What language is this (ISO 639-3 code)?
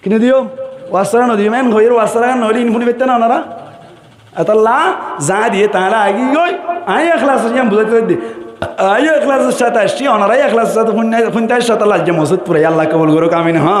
rhg